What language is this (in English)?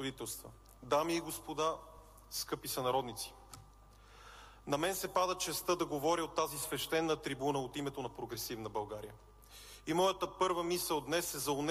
Bulgarian